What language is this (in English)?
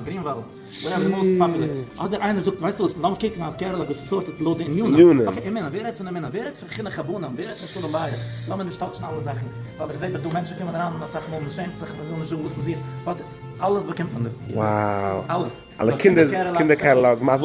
Yiddish